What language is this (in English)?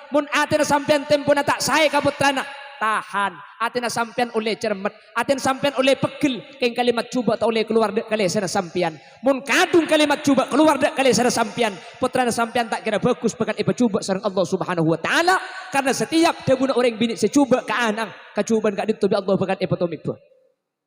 Madurese